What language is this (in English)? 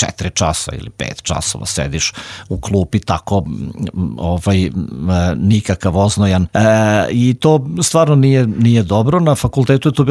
Serbian